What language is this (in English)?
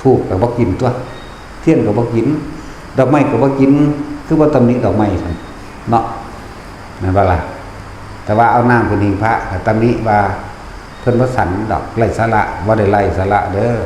Northeastern Thai